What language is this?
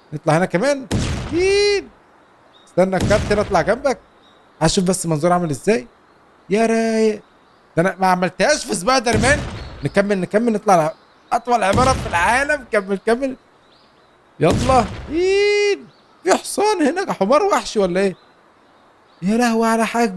Egyptian Arabic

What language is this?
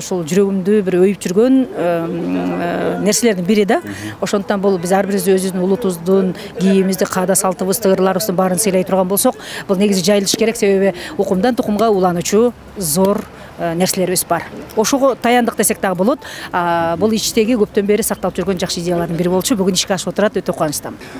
Kyrgyz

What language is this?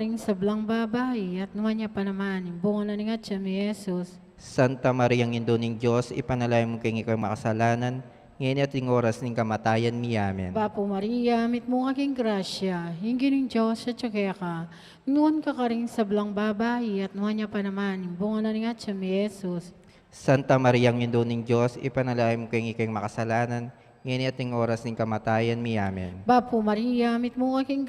Pampanga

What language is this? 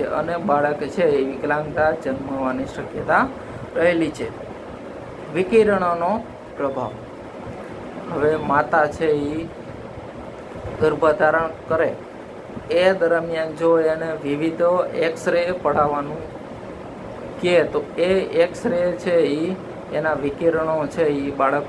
Gujarati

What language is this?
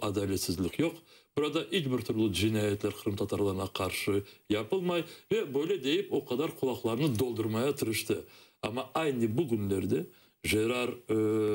Crimean Tatar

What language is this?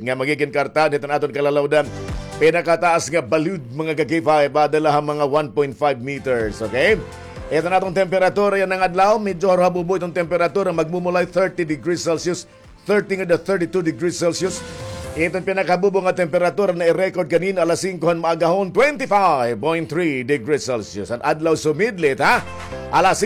Waray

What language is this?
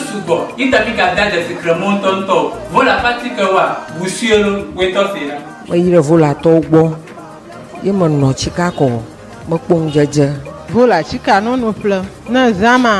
Ewe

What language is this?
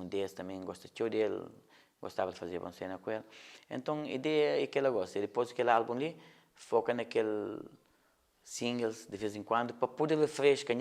Kabuverdianu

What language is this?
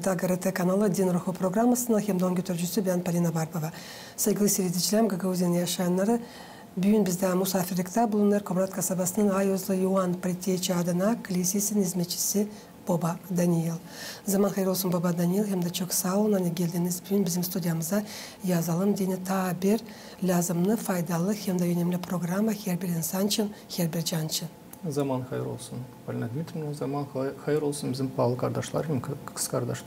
Gagauz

